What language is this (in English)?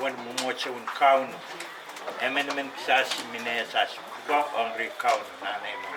Pohnpeian